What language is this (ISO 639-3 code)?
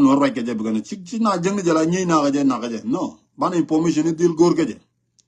nus